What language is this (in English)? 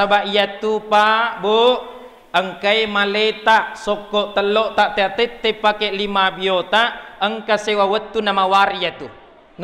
Buginese